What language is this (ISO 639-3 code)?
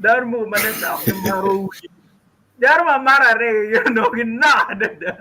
ach